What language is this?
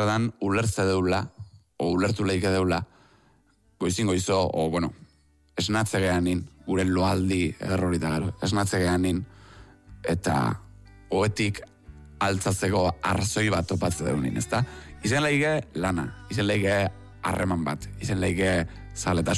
Basque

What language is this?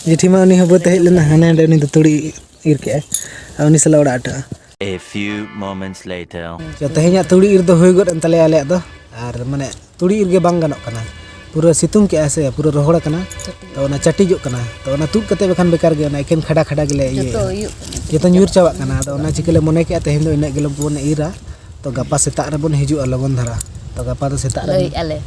Santali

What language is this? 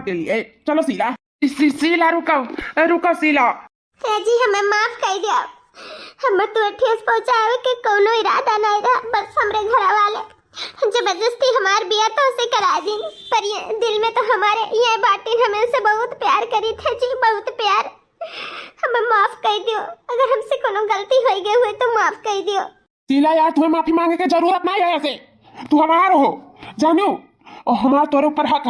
Awadhi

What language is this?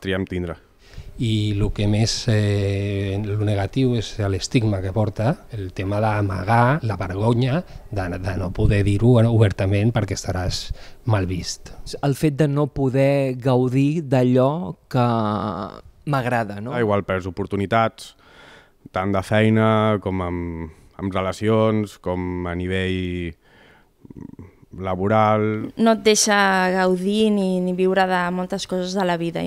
Catalan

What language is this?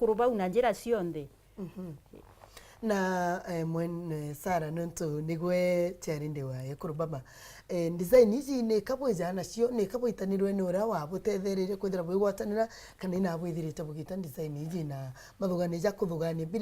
Meru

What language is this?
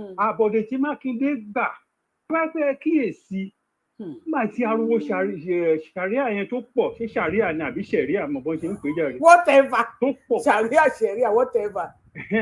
Yoruba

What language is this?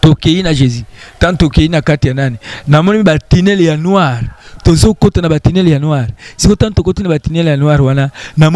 Lingala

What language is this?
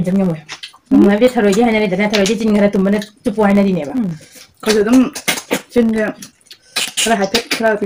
Manipuri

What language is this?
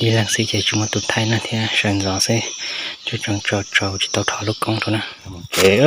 Hmong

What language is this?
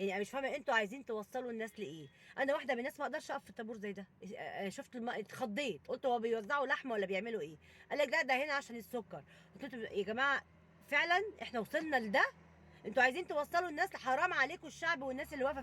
Egyptian Arabic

